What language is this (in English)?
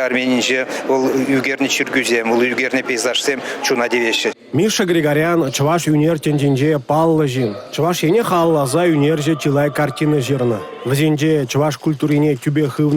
Chuvash